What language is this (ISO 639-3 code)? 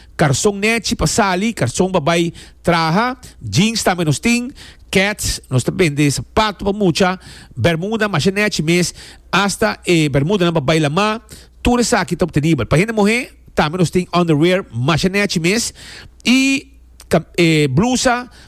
pap